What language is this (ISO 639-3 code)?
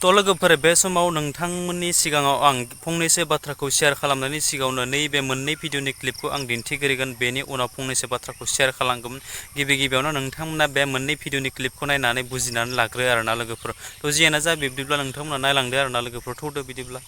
brx